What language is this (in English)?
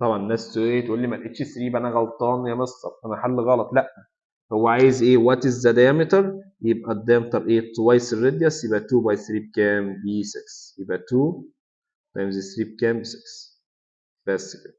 Egyptian Arabic